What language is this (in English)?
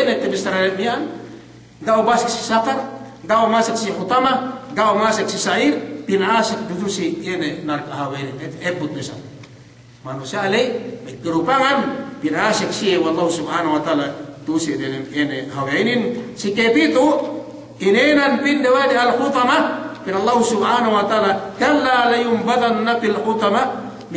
Yakan